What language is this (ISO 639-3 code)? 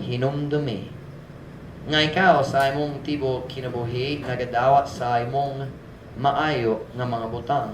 ceb